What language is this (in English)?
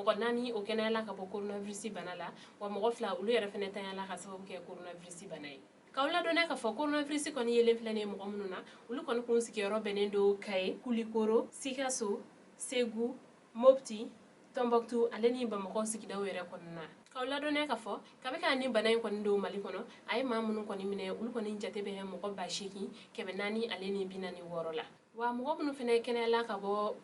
Bambara